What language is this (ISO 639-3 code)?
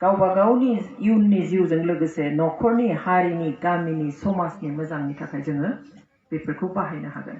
brx